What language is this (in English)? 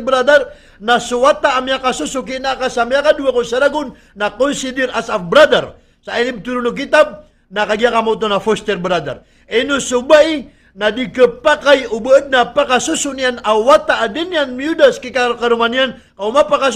Maranao